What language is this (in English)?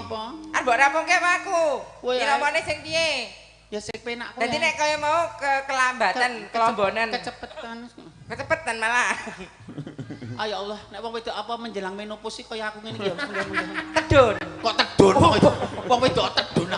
Javanese